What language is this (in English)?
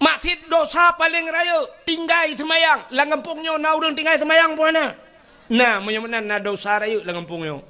Achinese